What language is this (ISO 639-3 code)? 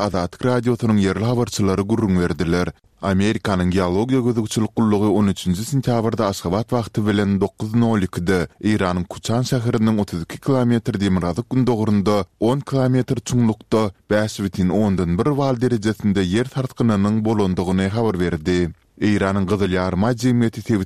tuk